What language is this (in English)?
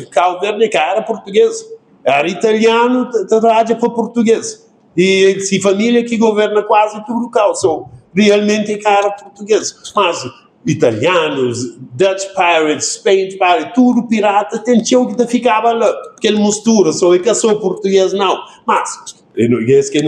Kabuverdianu